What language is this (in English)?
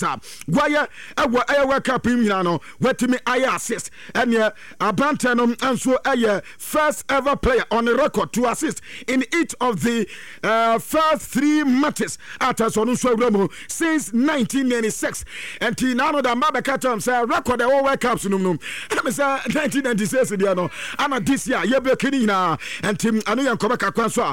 Akan